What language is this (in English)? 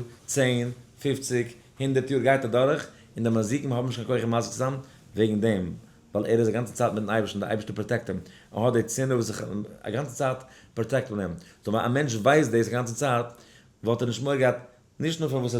Yiddish